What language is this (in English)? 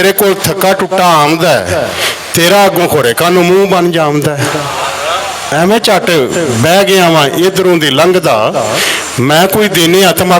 Western Panjabi